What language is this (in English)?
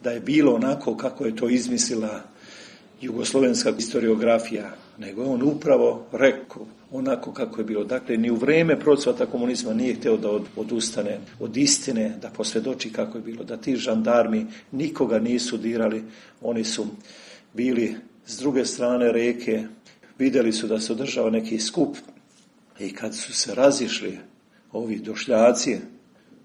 Serbian